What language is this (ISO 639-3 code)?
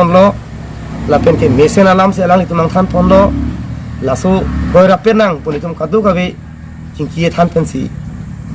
mjw